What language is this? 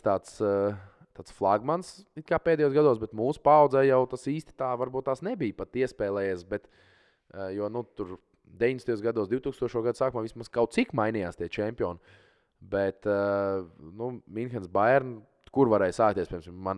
Latvian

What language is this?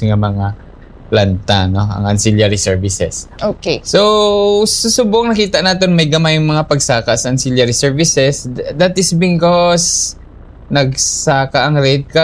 Hiligaynon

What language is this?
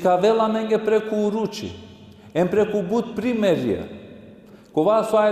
Balkan Romani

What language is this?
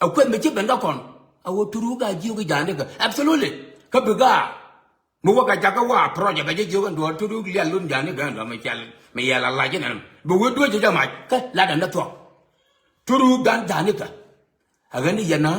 Nuer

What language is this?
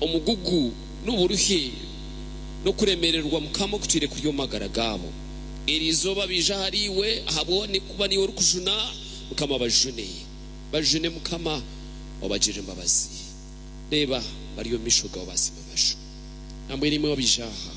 Nyankole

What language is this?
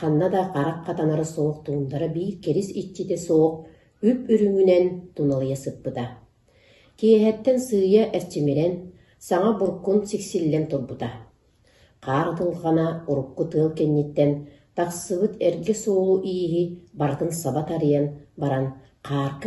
Yakut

